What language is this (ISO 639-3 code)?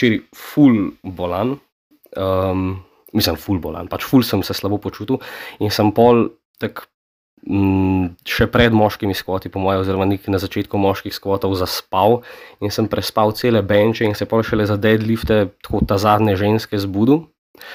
slv